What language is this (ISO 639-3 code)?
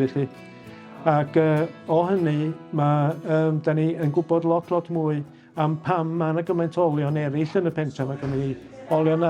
cym